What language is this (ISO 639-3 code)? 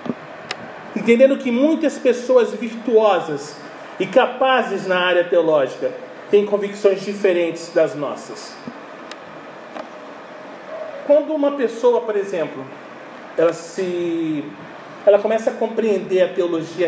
por